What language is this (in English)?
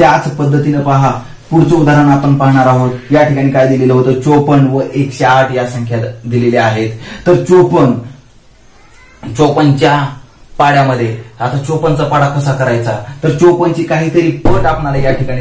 Marathi